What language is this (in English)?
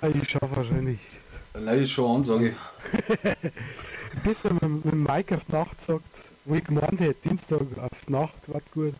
Bavarian